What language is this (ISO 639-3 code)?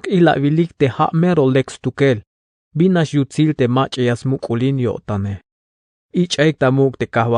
tzh